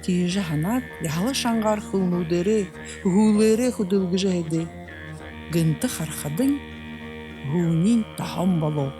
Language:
Buriat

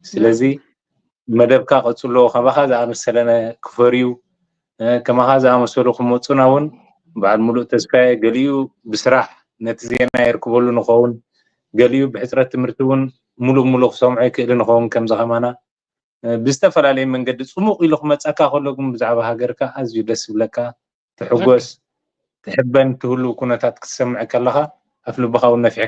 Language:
Tigrinya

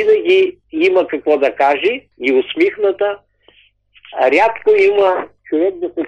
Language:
Bulgarian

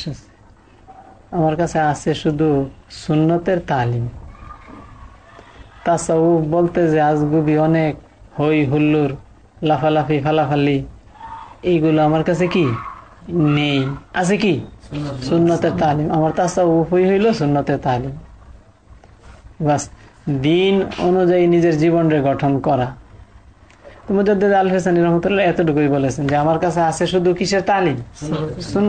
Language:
Bangla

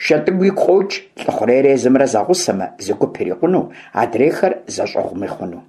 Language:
Kabardian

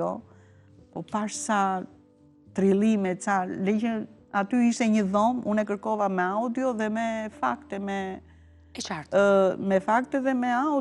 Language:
Albanian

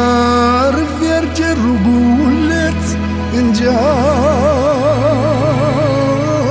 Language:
Romanian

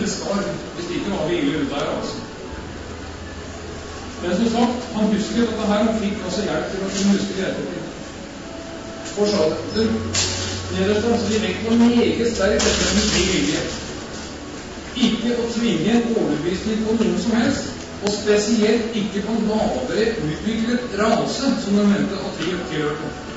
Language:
Norwegian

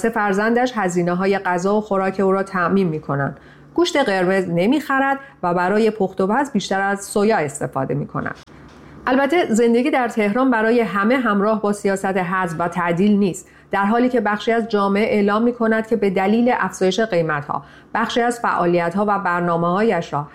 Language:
Persian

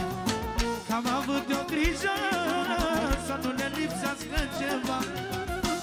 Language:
Romanian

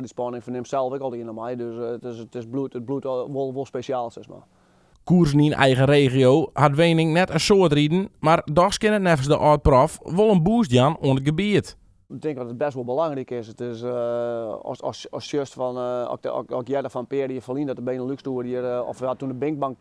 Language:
Western Frisian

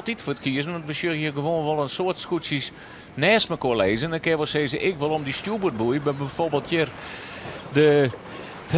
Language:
Western Frisian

